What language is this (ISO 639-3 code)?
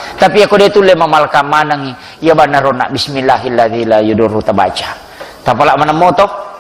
bug